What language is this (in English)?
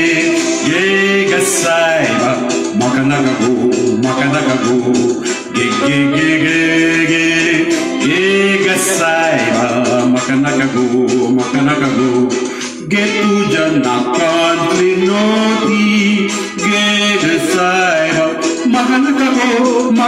Konkani